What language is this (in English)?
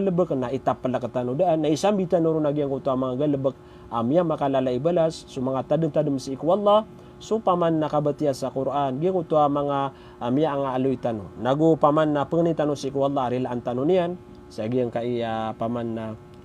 Maranao